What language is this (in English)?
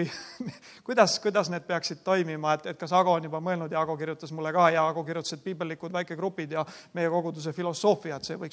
Estonian